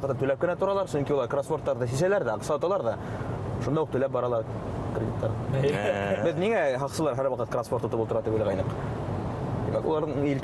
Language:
Bashkir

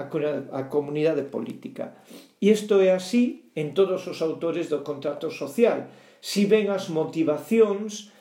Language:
Galician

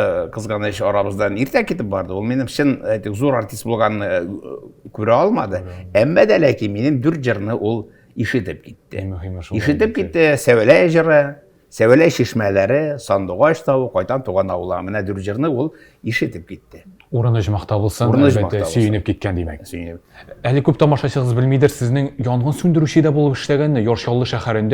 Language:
Tatar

